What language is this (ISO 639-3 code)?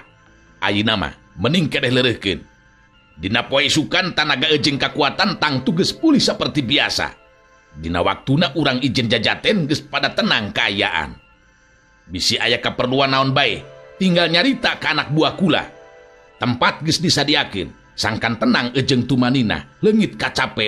sun